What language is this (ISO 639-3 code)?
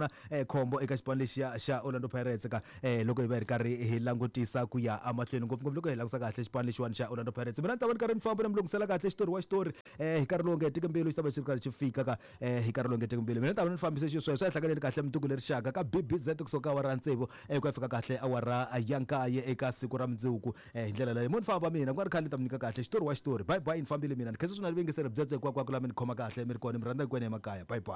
tso